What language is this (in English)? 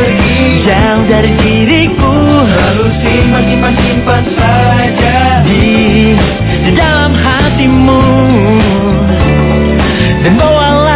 Indonesian